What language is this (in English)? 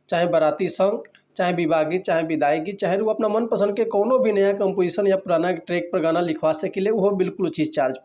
Bhojpuri